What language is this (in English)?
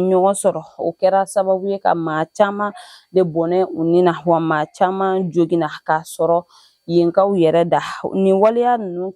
Bambara